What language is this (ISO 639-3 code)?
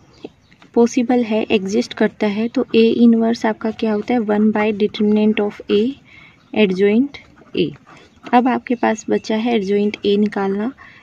hin